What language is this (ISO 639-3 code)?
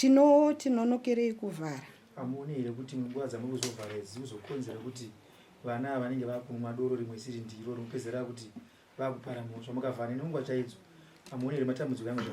sna